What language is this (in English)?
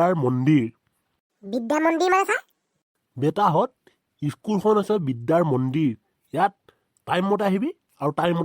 Assamese